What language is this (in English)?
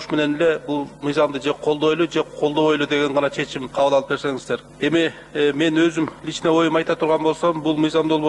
Kyrgyz